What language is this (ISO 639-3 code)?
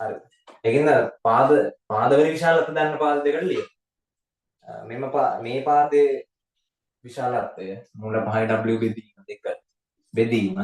sin